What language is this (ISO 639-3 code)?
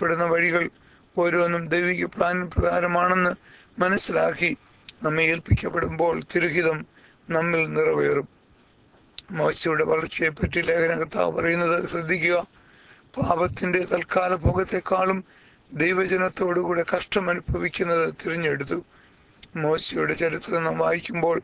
mal